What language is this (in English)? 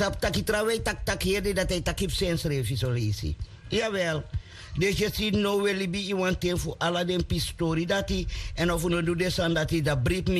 Sranan Tongo